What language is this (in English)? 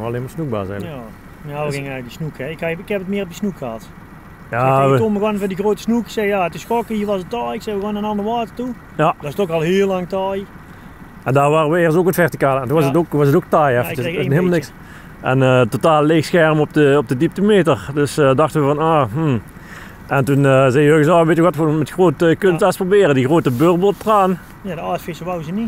Dutch